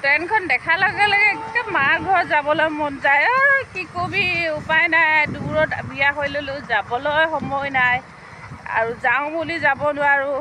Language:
Assamese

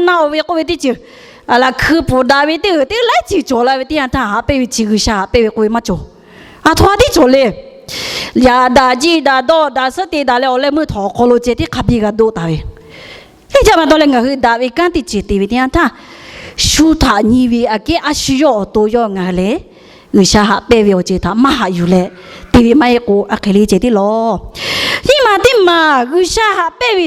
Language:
Lahu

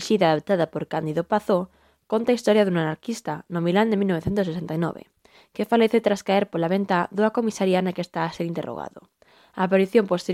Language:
Galician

